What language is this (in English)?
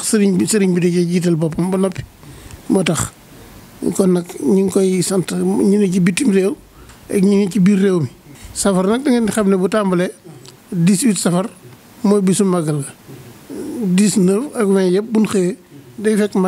Wolof